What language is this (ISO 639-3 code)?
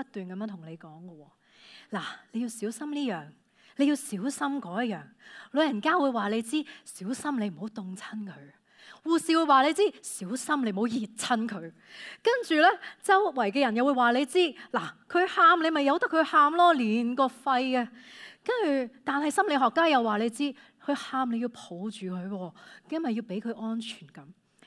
yue